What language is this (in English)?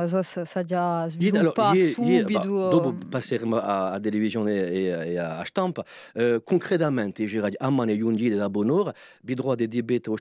Corsican